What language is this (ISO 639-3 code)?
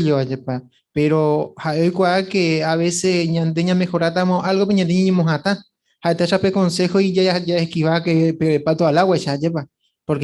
grn